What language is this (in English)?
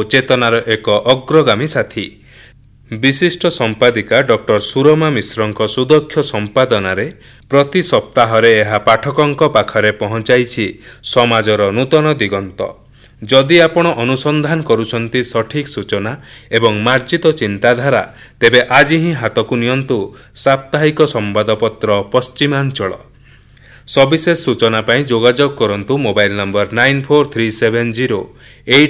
Odia